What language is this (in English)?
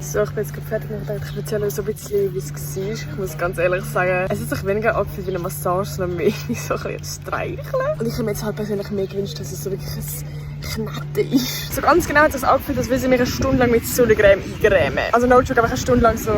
Swiss German